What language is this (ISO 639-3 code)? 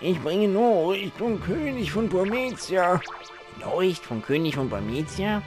pfl